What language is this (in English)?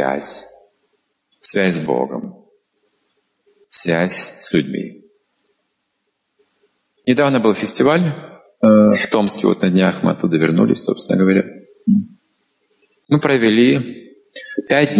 Russian